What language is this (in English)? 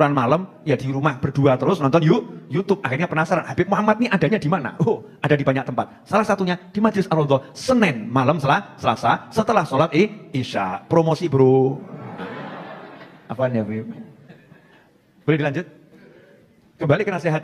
Indonesian